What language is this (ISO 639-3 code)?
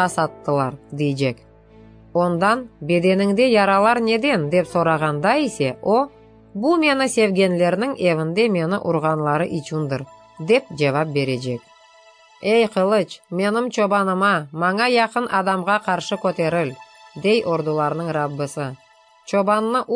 crh